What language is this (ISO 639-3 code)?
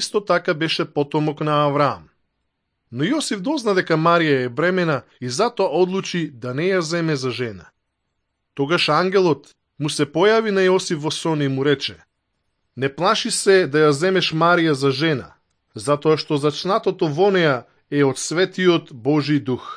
mkd